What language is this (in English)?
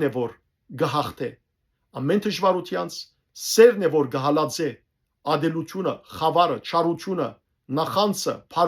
Western Armenian